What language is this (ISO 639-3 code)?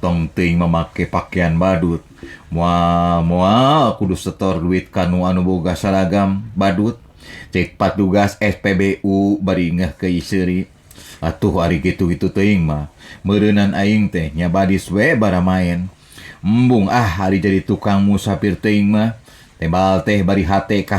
sun